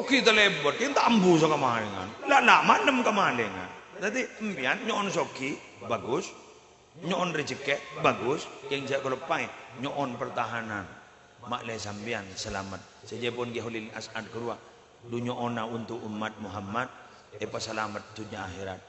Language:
Madurese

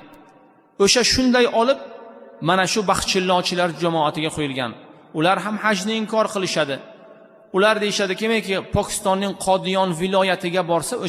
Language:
Uzbek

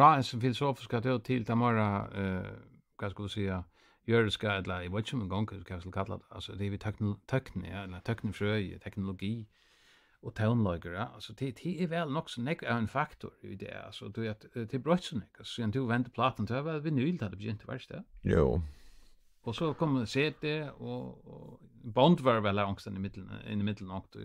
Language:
Faroese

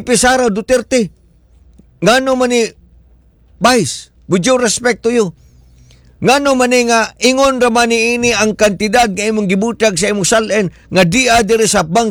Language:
Cebuano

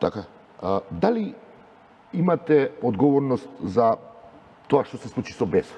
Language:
Macedonian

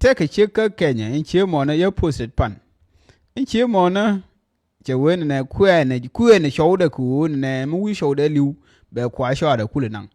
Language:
Nuer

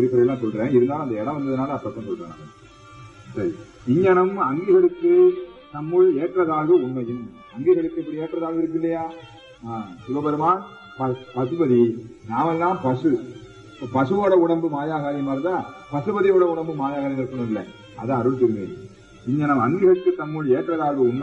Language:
Tamil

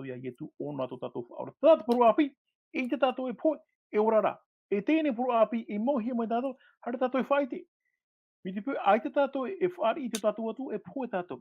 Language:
Tahitian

